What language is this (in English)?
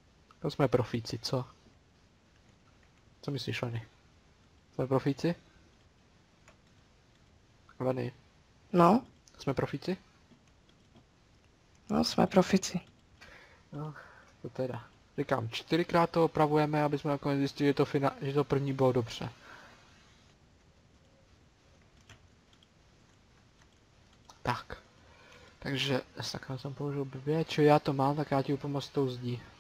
Czech